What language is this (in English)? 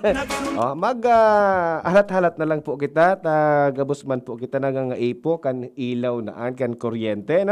Bikol